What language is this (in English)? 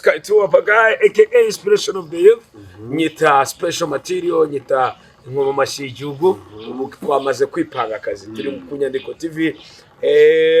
Kinyarwanda